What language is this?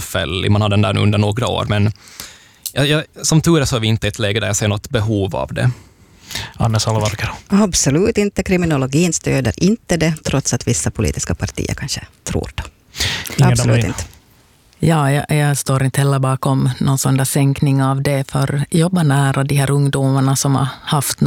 Swedish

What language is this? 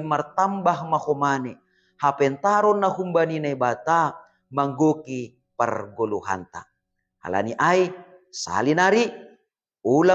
Batak Simalungun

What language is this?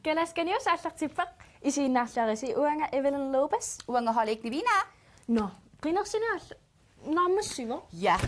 Kalaallisut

